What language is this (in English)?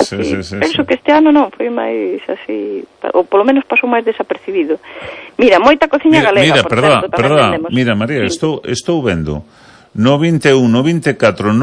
Galician